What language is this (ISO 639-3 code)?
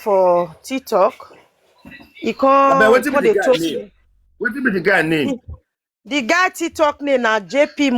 pcm